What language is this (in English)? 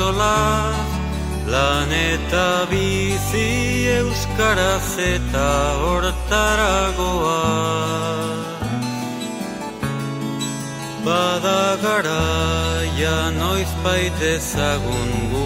Basque